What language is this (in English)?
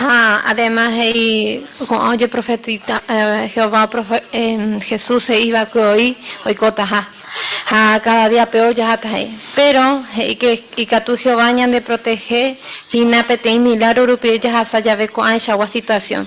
Guarani